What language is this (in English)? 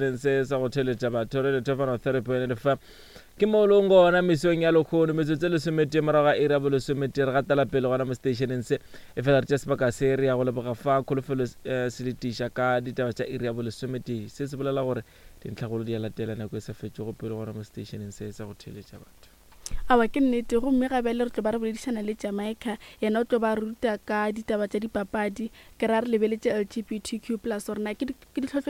Northern Sotho